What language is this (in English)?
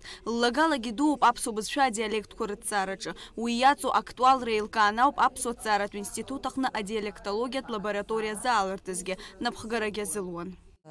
Abkhazian